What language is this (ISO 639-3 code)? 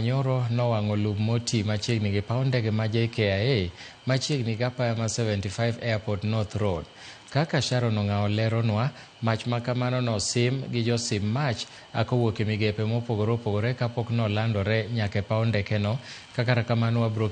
luo